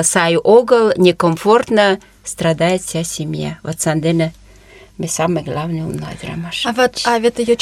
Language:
Mari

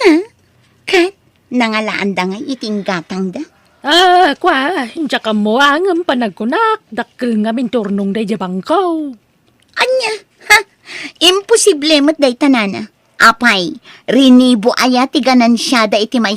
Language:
Iloko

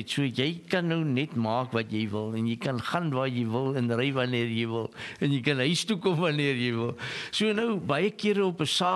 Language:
Afrikaans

